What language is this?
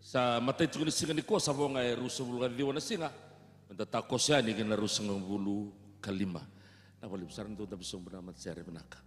Fijian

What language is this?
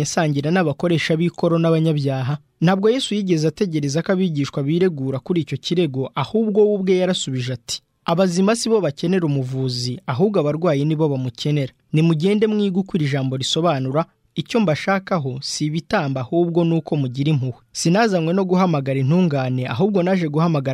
Kinyarwanda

